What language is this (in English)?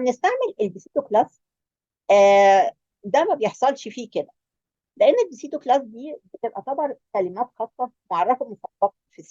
Egyptian Arabic